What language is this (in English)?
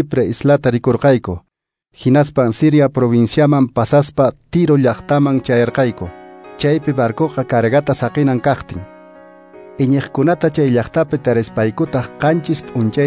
Quechua